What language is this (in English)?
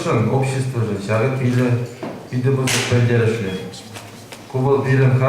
Chuvash